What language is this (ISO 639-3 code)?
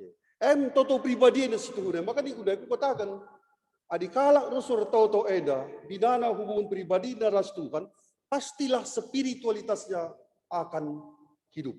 btx